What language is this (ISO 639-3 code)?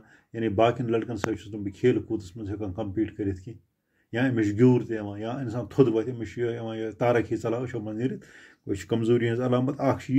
kas